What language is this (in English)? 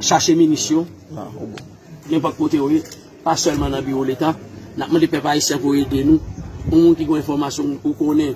Haitian Creole